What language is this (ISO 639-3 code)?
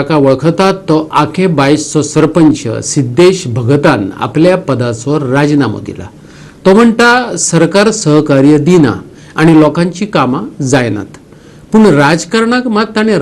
kok